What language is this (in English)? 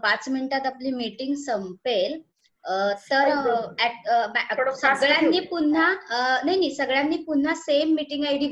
Marathi